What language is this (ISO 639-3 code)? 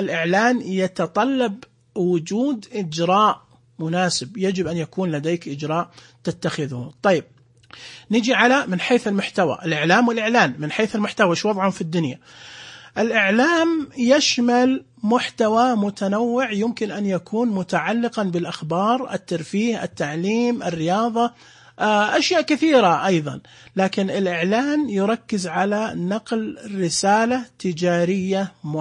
ars